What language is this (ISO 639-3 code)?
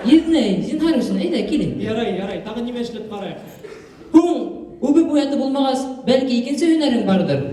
bak